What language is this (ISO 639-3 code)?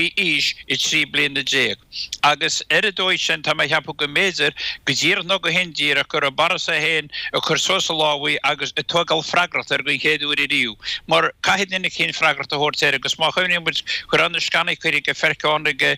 gle